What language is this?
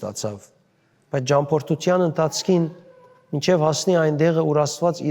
Western Armenian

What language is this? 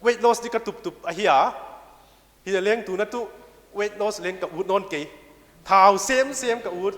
Paite Chin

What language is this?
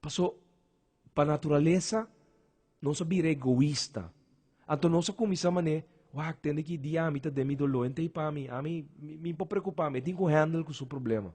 Papiamento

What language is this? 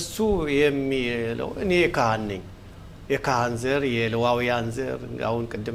Amharic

